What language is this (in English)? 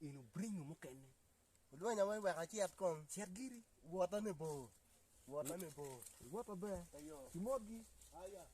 Acoli